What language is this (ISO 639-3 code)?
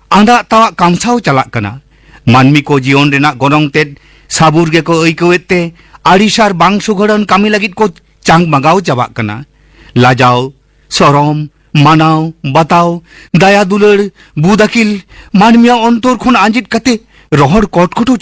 sat